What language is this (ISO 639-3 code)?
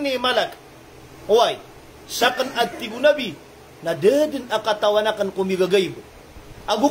mrw